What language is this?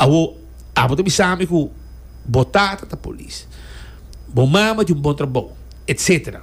Papiamento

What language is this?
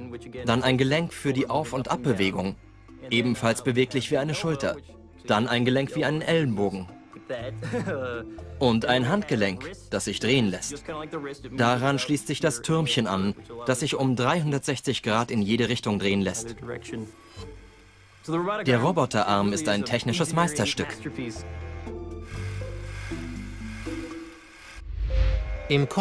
German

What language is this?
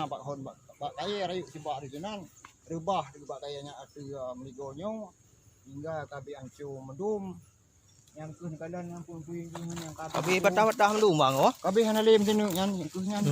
Achinese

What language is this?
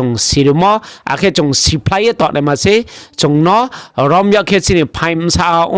Riang (India)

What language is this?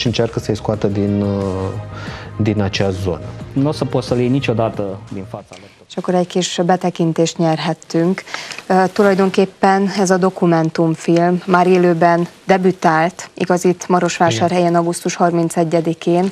Hungarian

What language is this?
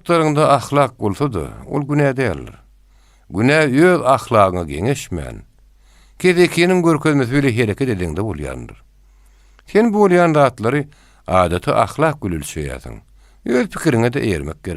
Turkmen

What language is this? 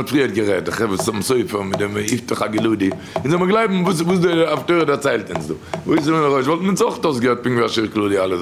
Yiddish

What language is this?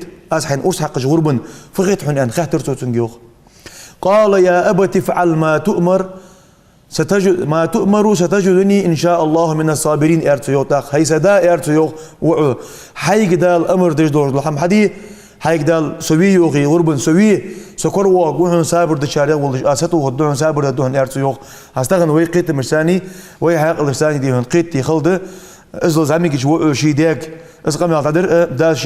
Ingush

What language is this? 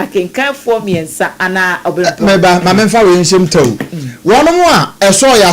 Akan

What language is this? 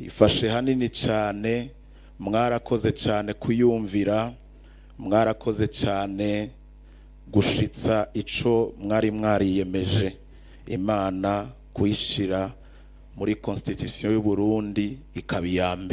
Rundi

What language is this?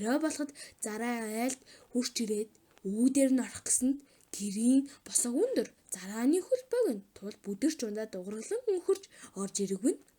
Mongolian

